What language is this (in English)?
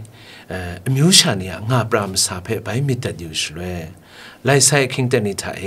Kachin